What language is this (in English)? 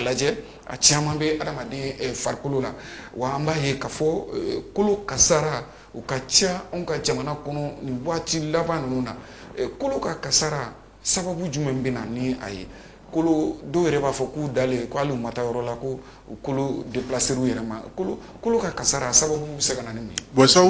Bambara